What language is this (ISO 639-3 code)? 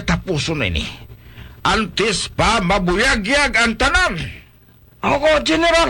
hil